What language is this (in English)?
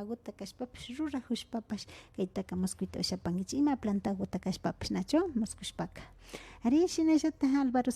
Imbabura Highland Quichua